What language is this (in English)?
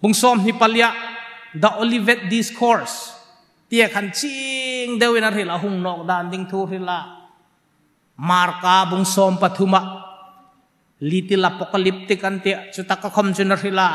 Hmar